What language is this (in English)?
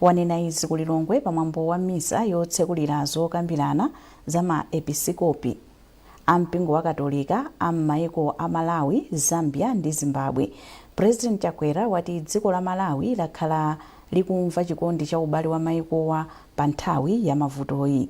Nyanja